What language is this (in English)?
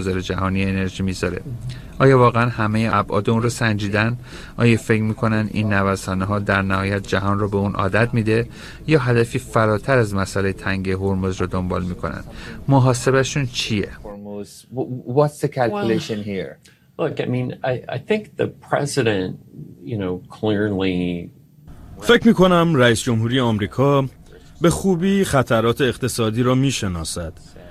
Persian